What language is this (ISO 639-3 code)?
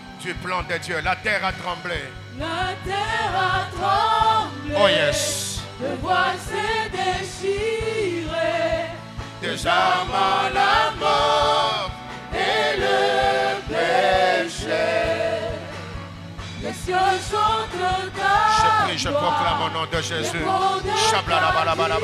fra